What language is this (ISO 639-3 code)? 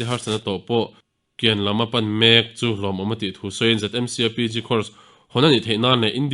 lus